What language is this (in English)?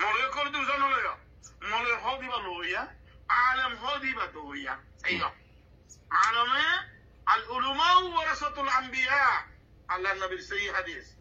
Rohingya